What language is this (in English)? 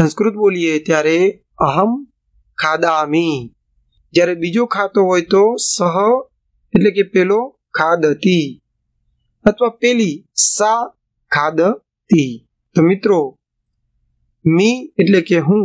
Gujarati